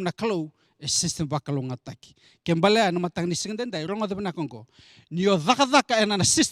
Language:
Fijian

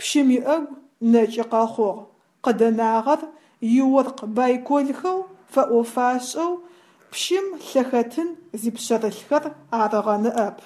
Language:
Adyghe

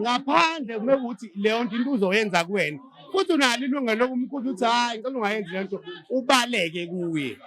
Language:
Zulu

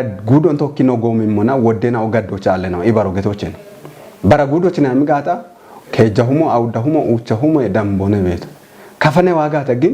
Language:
Kafa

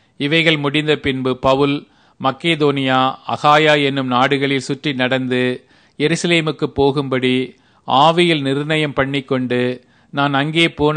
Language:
Tamil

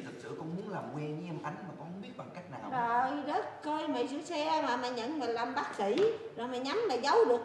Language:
Vietnamese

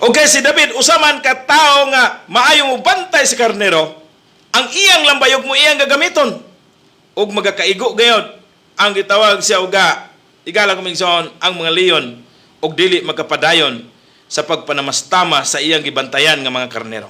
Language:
Cebuano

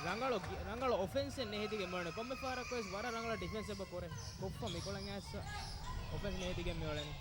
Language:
Divehi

